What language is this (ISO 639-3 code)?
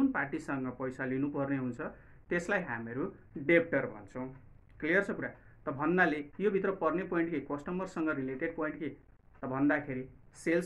nep